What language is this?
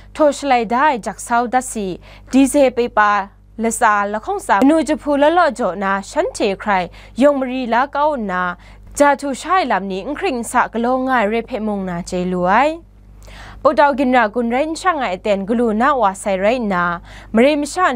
Kachin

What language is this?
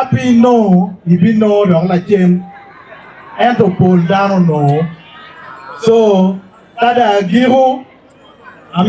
Acoli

